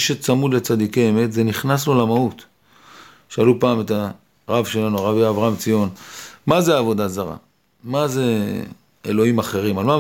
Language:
Hebrew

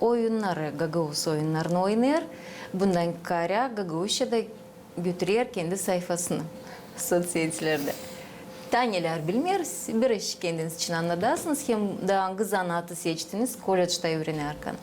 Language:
Gagauz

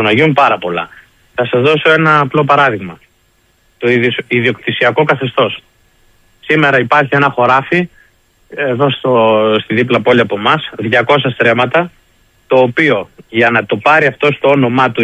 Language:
Greek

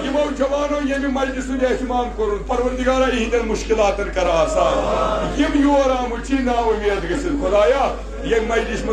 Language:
Kashmiri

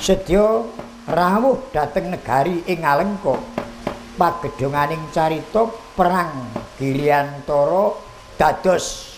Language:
Javanese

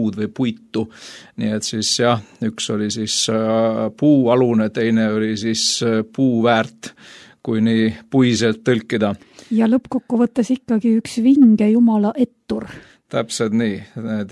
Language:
Estonian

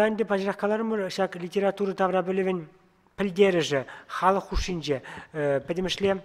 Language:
Chuvash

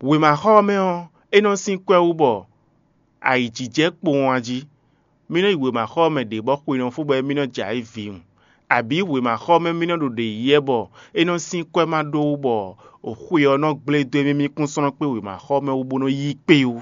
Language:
Fon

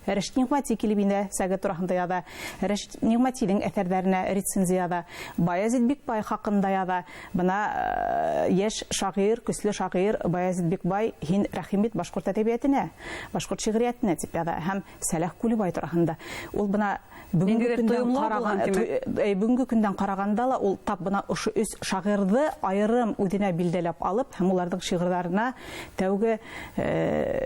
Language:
Bashkir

